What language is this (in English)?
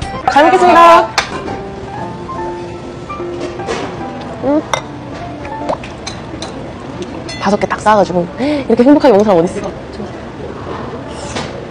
Korean